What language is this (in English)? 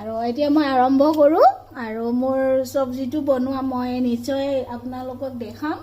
Assamese